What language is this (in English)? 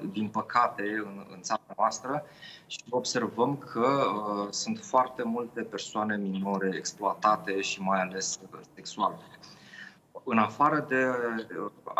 Romanian